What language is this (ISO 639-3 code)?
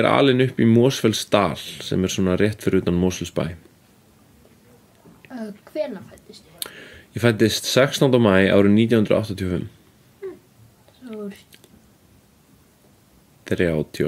isl